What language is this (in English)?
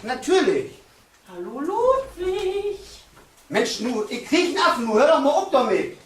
Low German